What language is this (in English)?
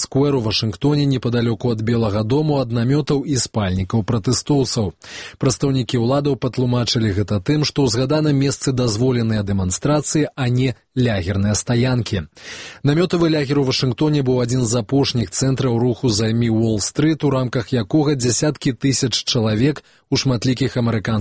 Belarusian